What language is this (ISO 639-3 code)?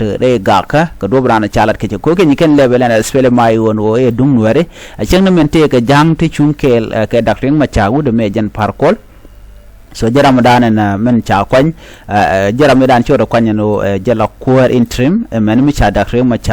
nus